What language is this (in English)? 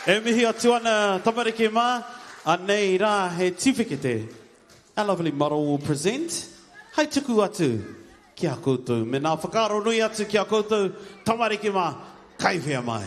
Māori